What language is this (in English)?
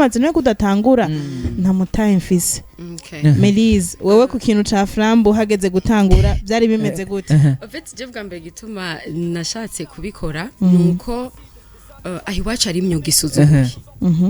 Rundi